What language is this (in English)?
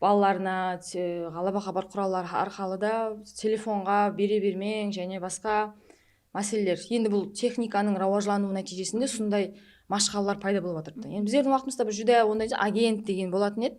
Kara-Kalpak